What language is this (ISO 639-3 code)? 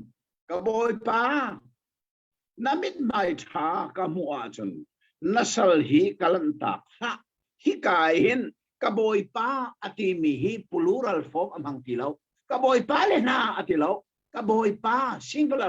cnh